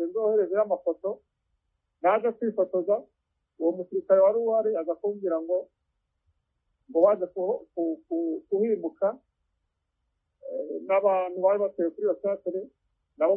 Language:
Kinyarwanda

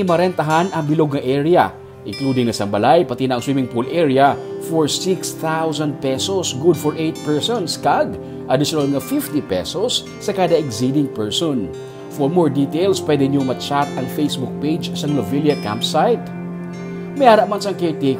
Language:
Hiligaynon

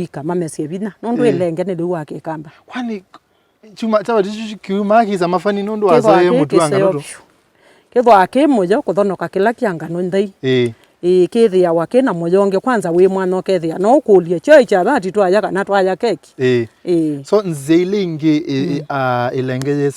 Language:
Kamba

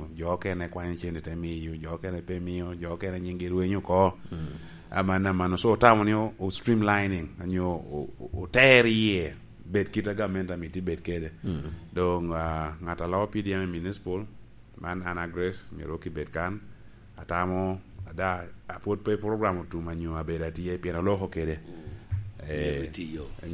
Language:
Lango (Uganda)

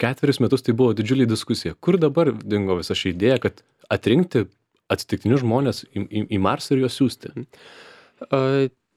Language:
Lithuanian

